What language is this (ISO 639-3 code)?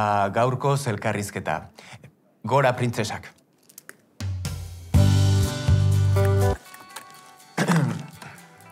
eus